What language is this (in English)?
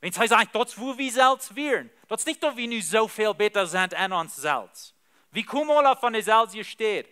Plautdietsch